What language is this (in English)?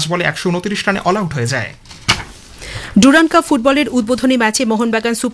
Bangla